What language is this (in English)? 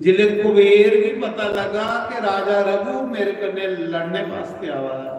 Dogri